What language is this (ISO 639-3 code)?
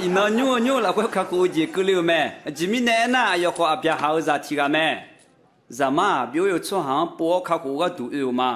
ahk